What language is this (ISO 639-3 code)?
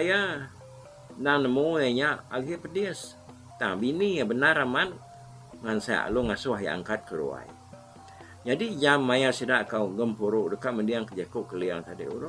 iba